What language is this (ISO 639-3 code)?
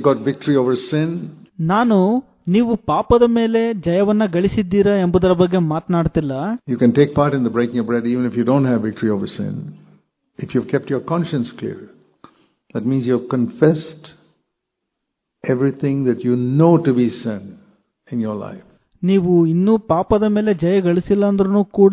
kan